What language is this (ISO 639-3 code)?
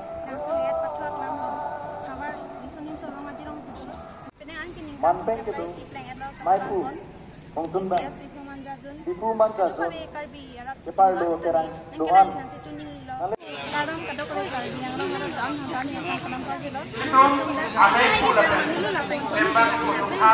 mjw